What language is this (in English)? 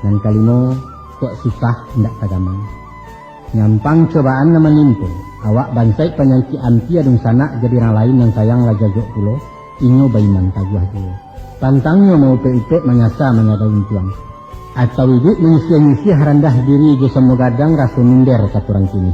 Minangkabau